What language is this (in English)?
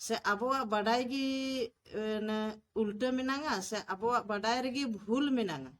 Santali